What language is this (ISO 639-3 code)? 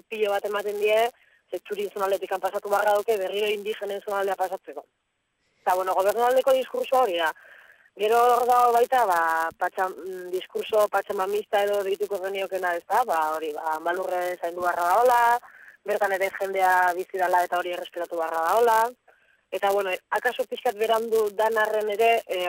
eus